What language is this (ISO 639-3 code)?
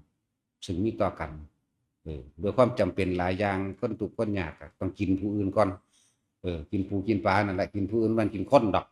tts